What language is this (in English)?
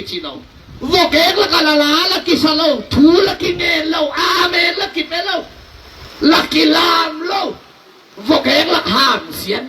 Tedim Chin